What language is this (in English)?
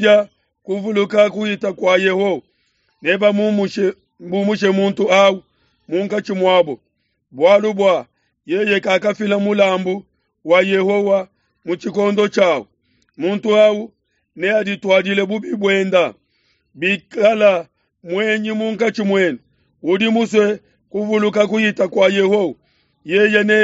Luba-Lulua